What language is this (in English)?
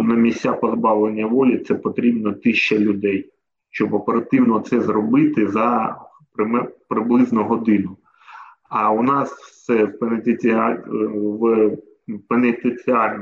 Ukrainian